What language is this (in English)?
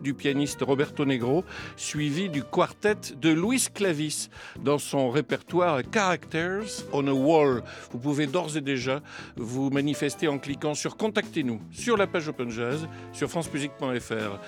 French